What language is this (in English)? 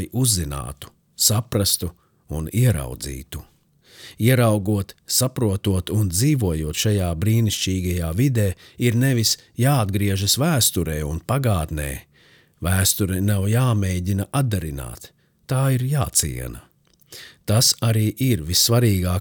Latvian